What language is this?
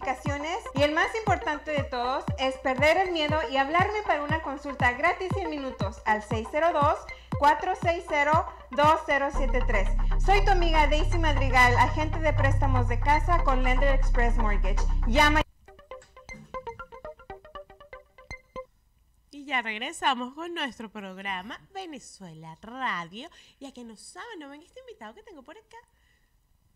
Spanish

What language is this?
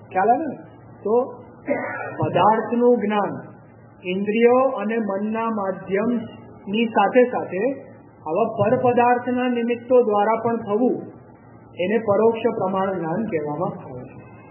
Gujarati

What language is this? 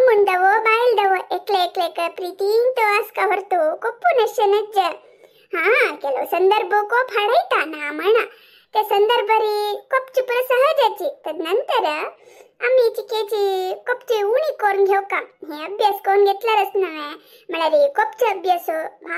Konkani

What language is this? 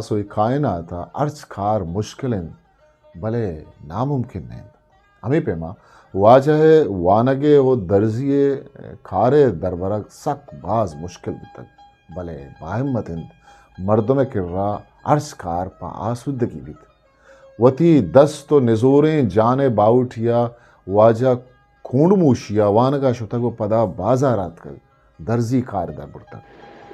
Eastern Balochi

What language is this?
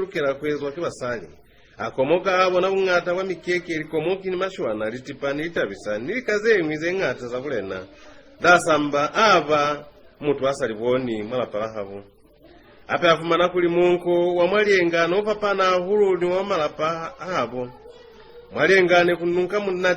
Lozi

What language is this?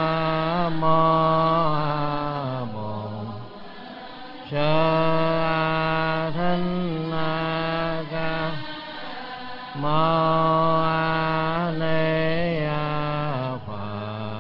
Vietnamese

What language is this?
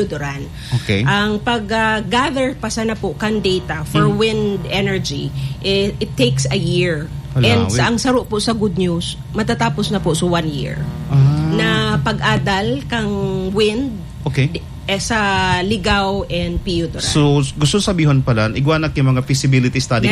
Bikol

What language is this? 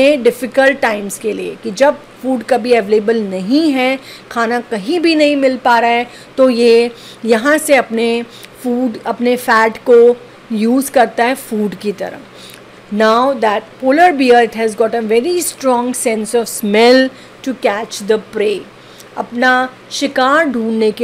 Hindi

